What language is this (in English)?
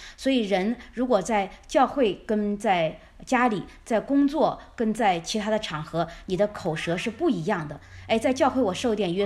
Chinese